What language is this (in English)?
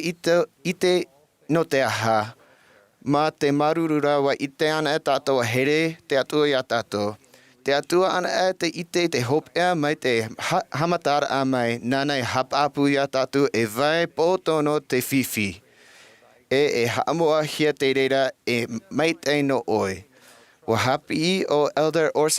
Tahitian